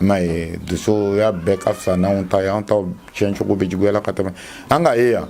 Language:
Bambara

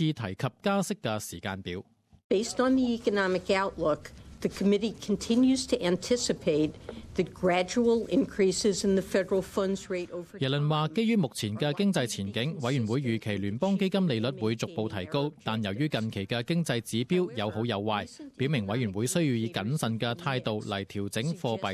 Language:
Cantonese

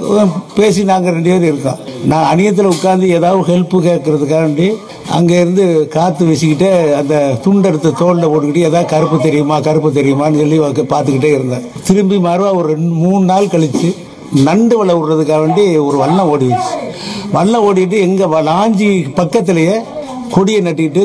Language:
Tamil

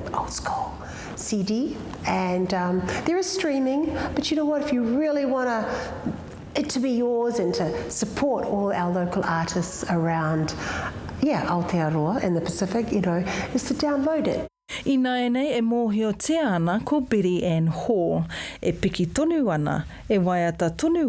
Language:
Māori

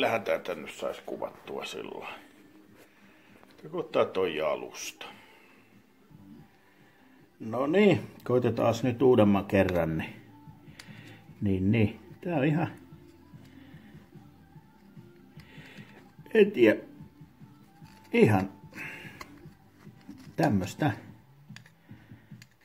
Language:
Finnish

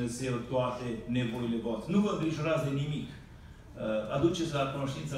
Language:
Romanian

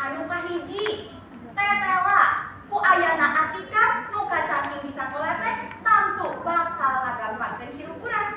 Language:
Sundanese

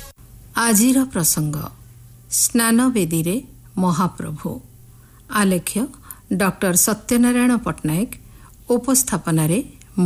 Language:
Odia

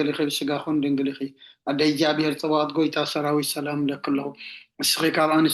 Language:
Tigrinya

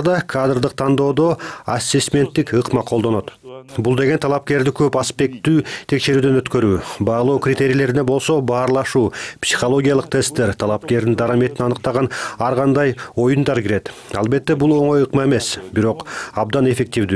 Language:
Kyrgyz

